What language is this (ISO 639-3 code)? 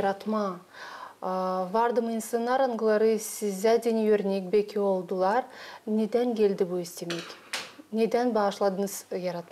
gag